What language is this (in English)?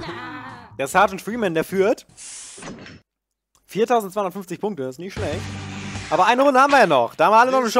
German